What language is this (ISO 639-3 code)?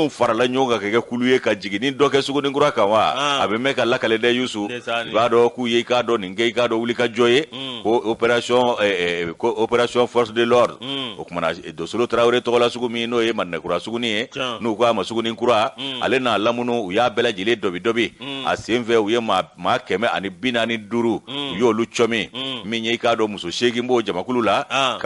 bam